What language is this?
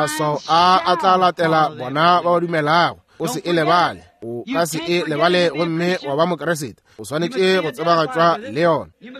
Northern Sotho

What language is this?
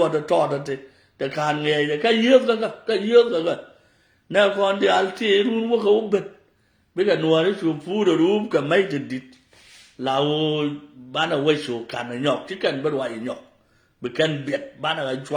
Nuer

